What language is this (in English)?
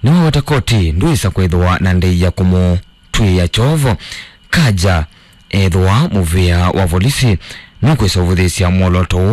Kamba